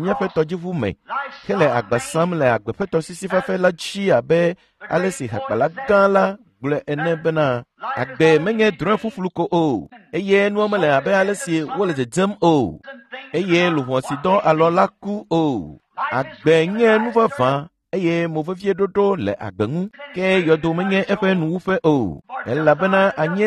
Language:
Ewe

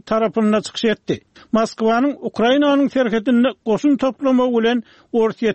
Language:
Turkmen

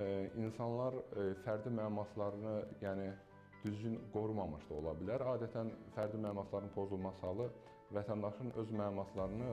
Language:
Azerbaijani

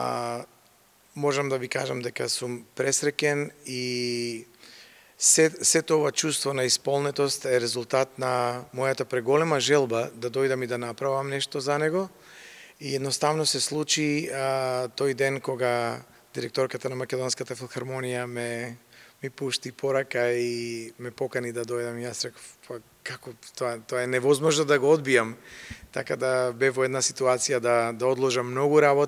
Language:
Macedonian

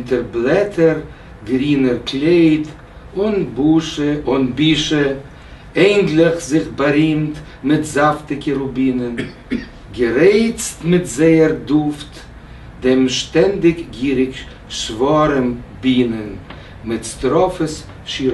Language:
Yiddish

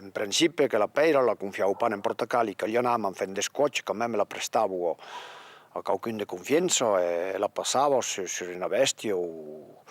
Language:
Occitan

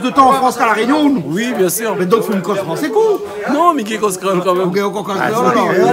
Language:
Réunion Creole French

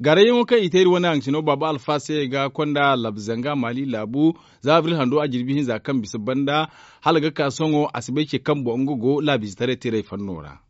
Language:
Zarma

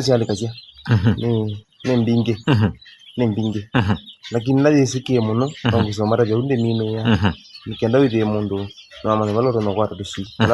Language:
Kamba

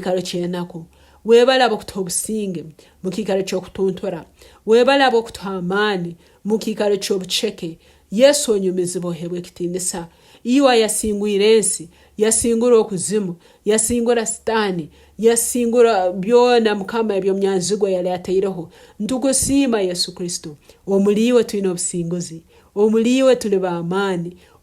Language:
Tooro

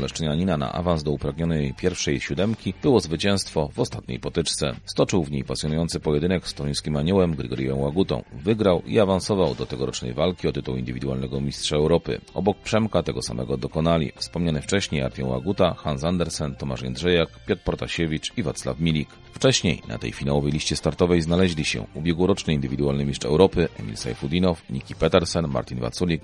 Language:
Polish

